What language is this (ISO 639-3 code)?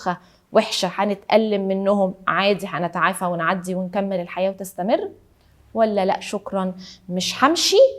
arz